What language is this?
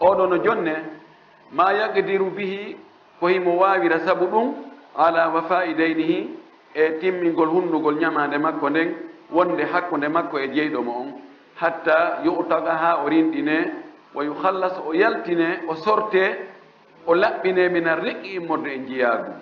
Fula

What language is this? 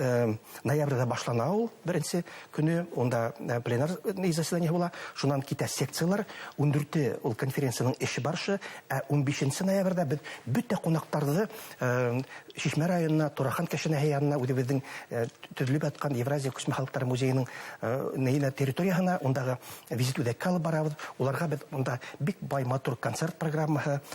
Bashkir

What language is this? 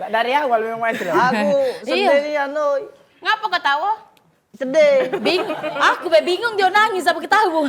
Musi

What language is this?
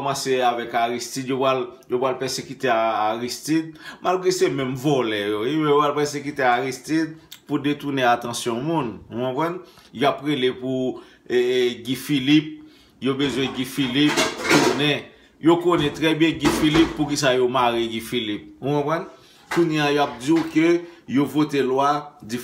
Haitian Creole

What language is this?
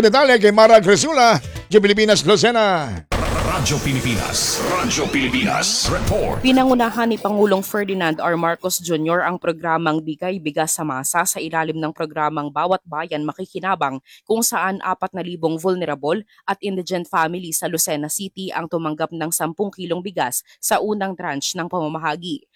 Filipino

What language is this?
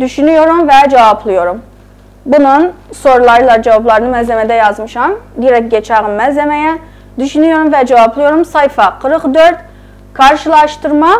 South Azerbaijani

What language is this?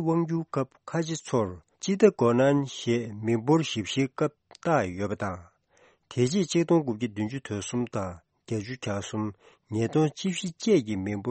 Tibetan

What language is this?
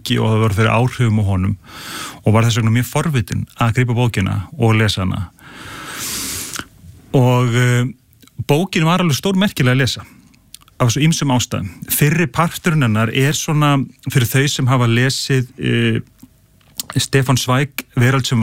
Icelandic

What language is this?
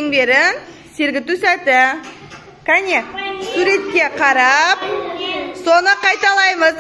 Kazakh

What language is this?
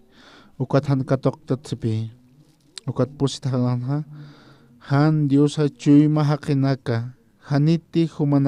Aymara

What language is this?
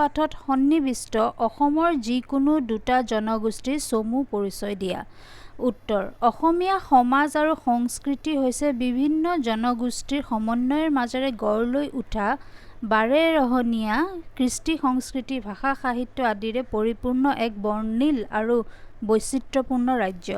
Assamese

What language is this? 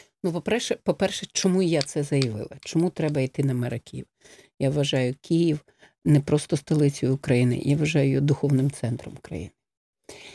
Ukrainian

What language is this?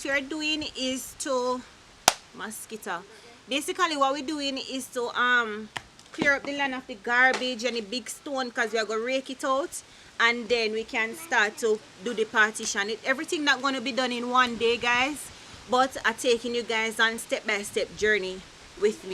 Jamaican Creole English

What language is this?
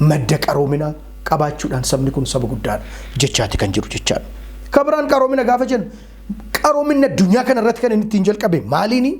Oromo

